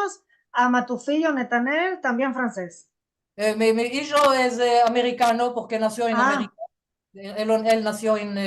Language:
Ladino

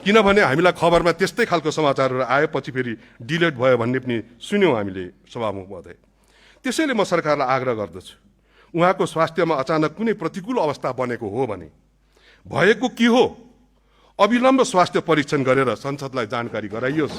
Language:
Nepali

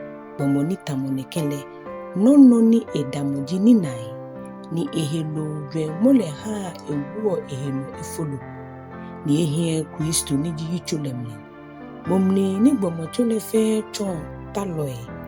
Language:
Ga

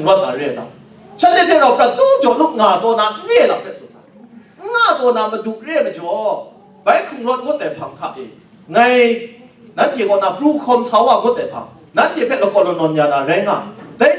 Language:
Kachin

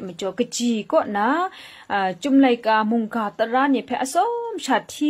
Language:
Kachin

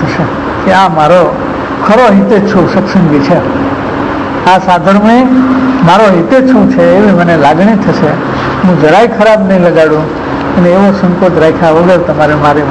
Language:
Gujarati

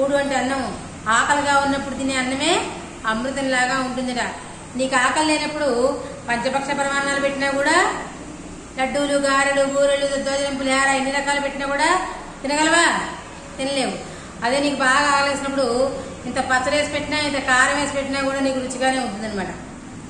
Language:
Telugu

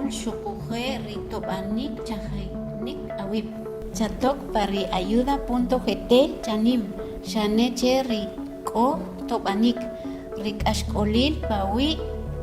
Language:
Kʼicheʼ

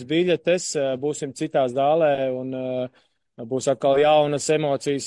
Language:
Latvian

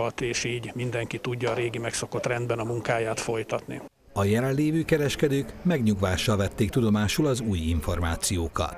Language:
Hungarian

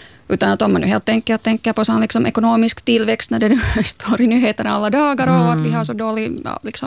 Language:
Swedish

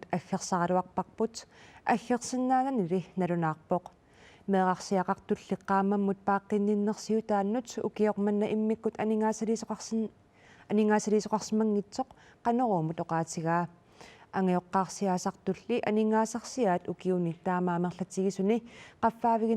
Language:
Kalaallisut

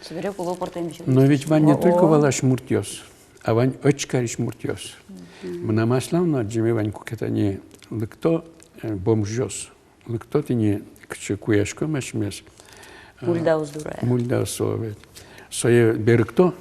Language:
Udmurt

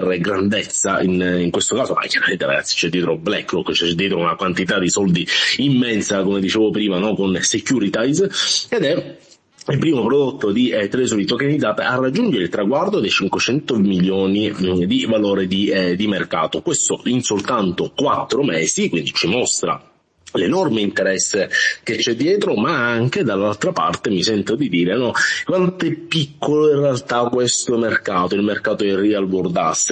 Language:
Italian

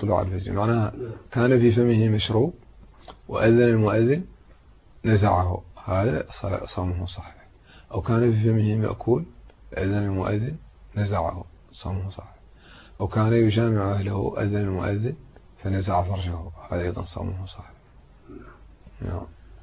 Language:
Arabic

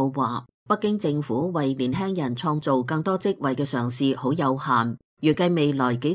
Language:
Cantonese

